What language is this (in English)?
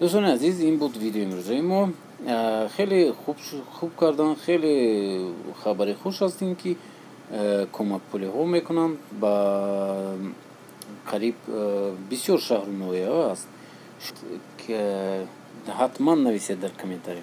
Tajik